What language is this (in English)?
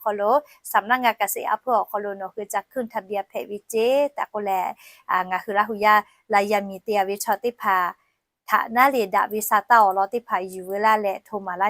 Lahu